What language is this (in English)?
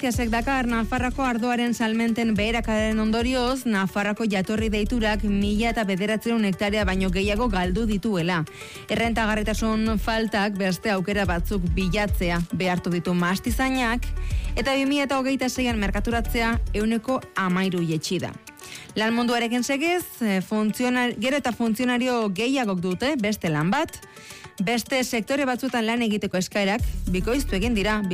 Basque